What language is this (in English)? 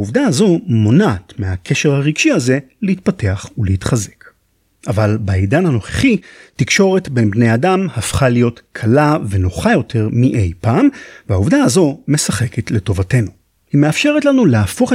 Hebrew